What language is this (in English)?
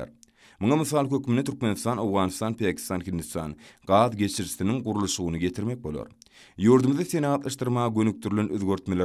Turkmen